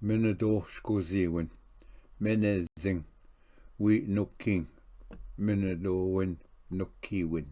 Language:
Ojibwa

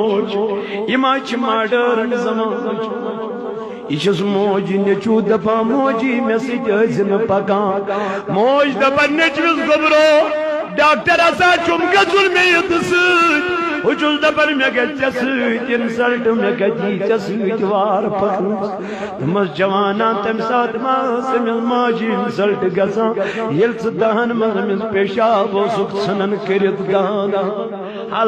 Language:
Kashmiri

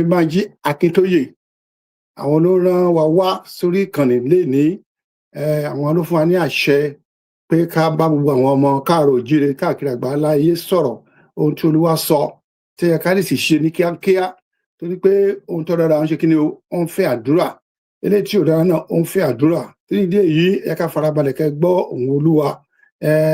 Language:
Yoruba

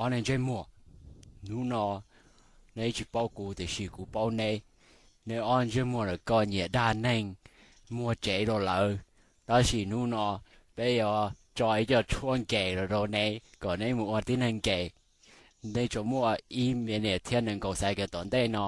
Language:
Hmong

